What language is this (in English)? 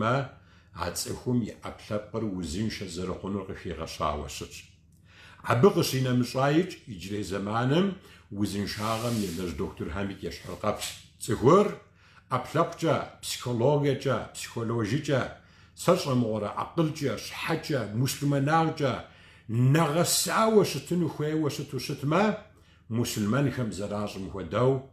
Kabardian